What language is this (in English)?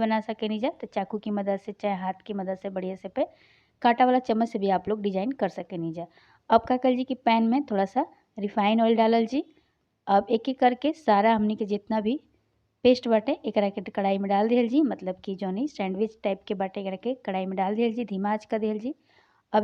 Bhojpuri